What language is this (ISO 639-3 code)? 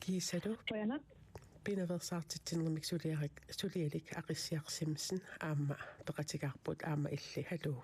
kal